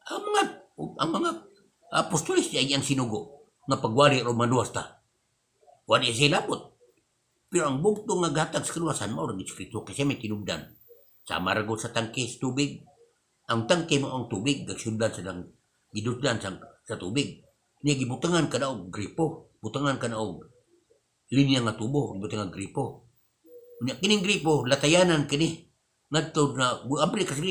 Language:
Cebuano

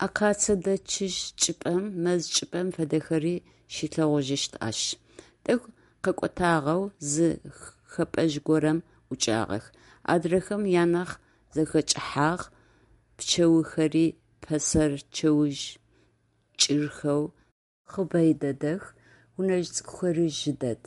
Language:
Adyghe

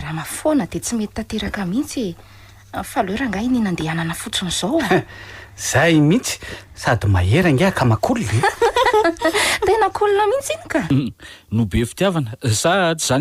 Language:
Malagasy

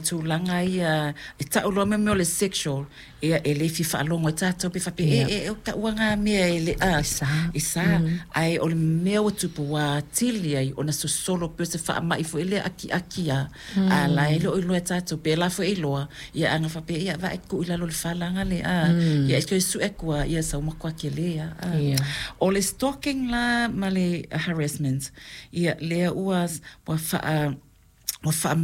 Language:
Samoan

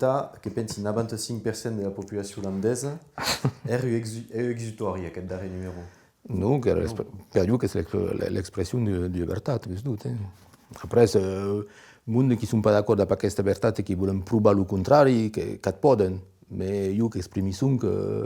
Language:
Occitan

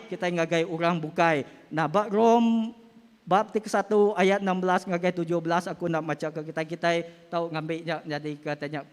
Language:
Iban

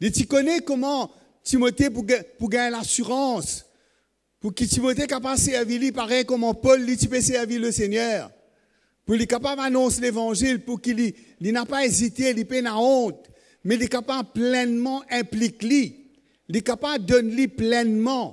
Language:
Morisyen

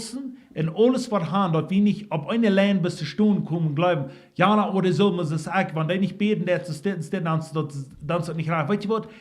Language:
Plautdietsch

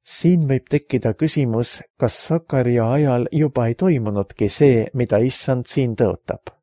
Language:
Estonian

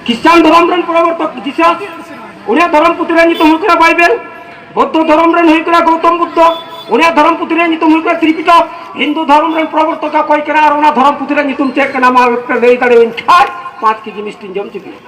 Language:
Santali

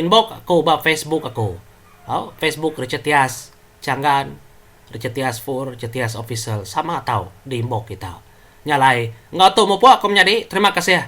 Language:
Iban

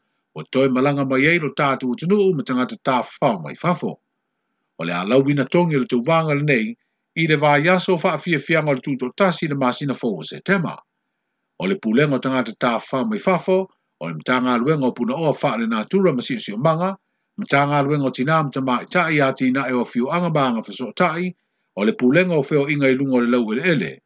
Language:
Samoan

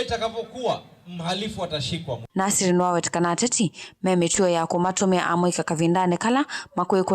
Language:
Kamba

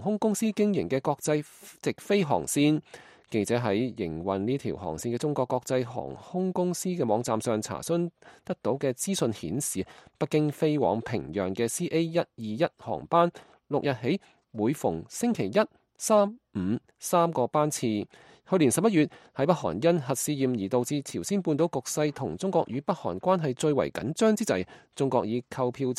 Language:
Cantonese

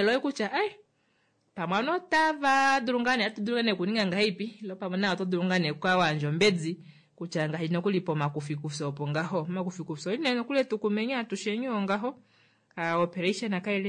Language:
Kuanyama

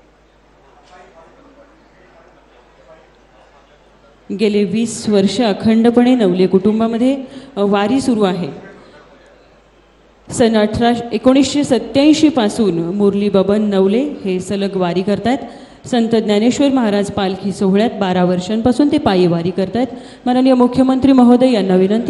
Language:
Marathi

